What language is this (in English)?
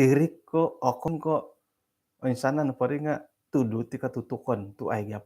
Central Dusun